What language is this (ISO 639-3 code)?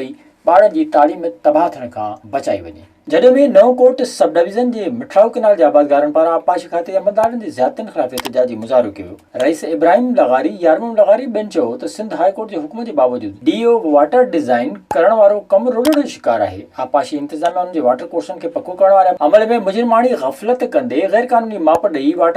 snd